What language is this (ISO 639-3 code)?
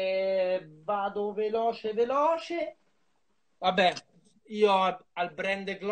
ita